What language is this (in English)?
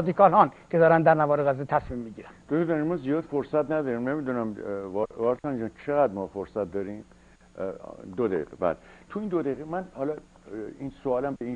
Persian